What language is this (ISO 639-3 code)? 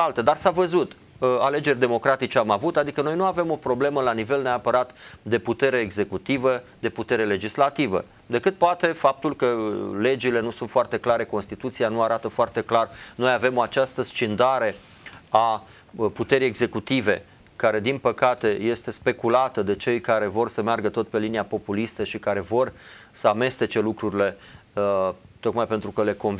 ron